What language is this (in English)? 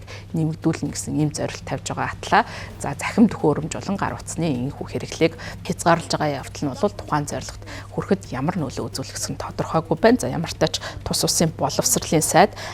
Mongolian